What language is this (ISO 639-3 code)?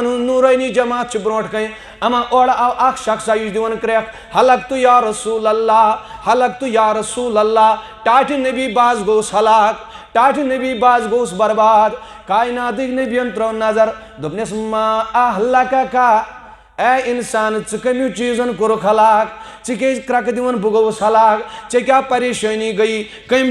kas